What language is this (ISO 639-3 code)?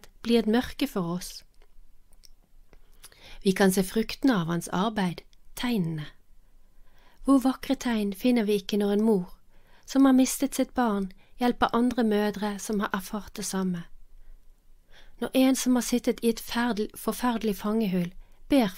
nor